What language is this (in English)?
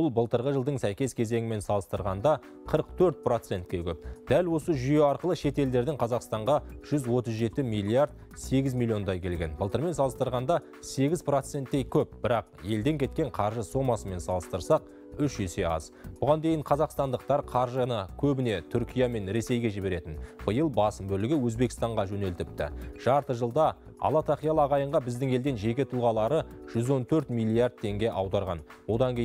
Kazakh